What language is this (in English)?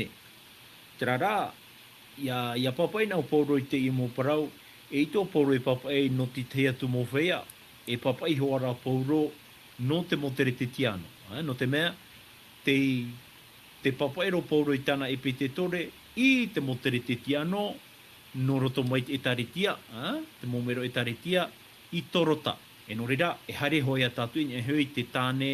Tahitian